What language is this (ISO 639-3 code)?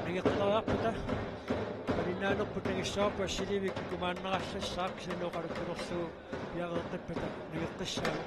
kal